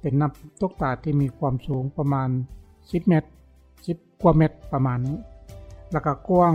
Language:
Lao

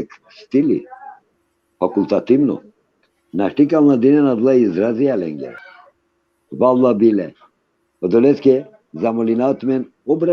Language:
Balkan Romani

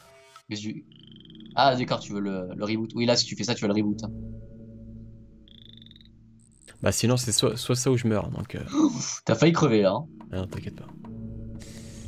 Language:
French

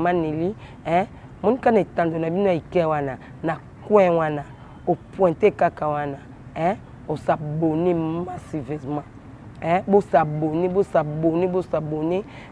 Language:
Lingala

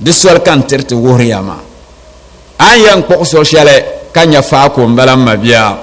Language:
Dagbani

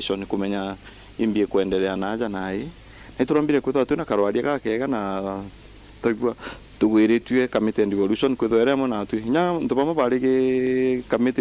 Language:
Meru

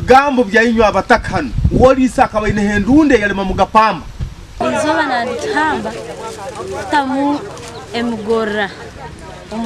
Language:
Nyankole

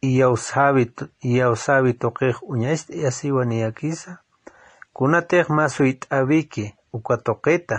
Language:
Aymara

